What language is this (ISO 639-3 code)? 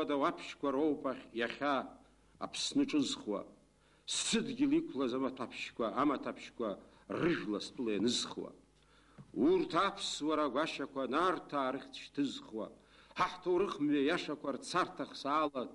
abk